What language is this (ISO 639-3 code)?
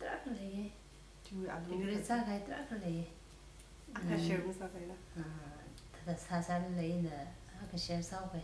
nmf